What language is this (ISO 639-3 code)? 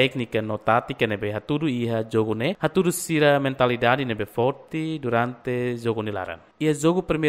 tet